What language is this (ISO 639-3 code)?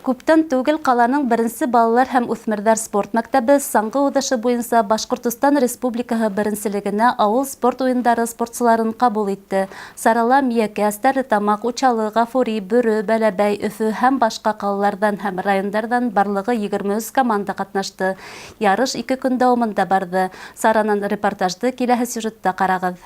bak